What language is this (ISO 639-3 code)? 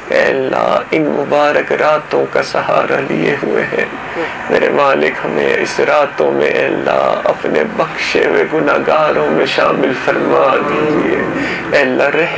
urd